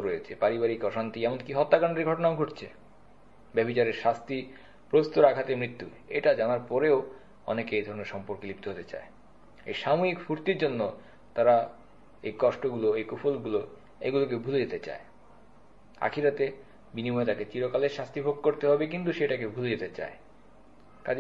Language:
Bangla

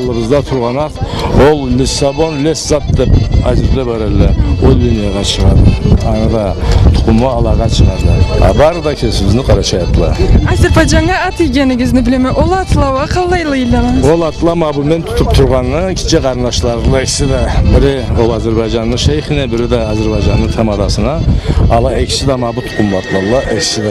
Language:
Karachay-Balkar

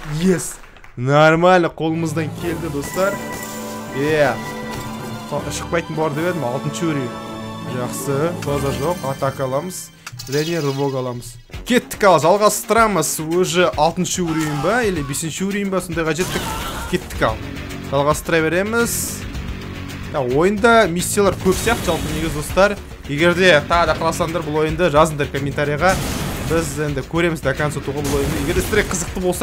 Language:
Kazakh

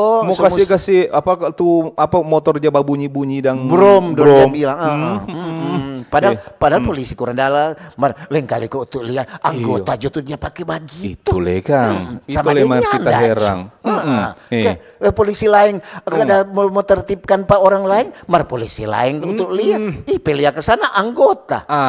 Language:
Manado Malay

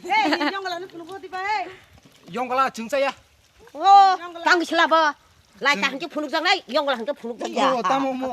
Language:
Kok Borok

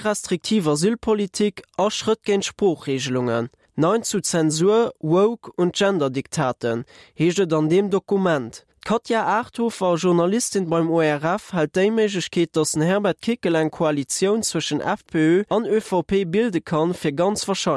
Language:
Luxembourgish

